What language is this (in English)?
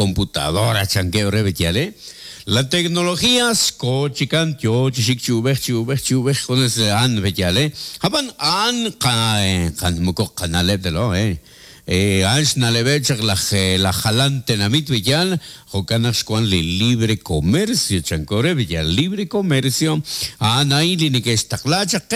Kekchí